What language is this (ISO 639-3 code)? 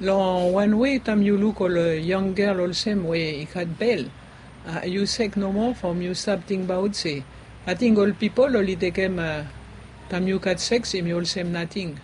bis